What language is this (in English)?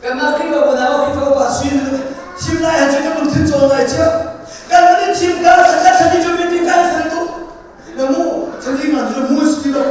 Hakha Chin